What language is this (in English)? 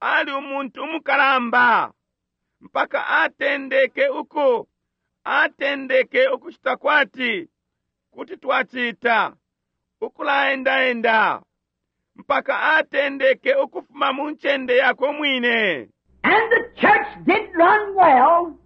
Bemba